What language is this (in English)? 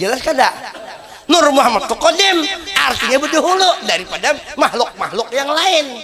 Banjar